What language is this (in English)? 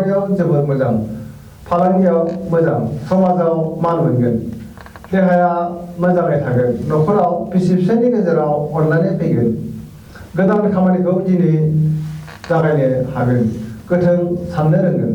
Bodo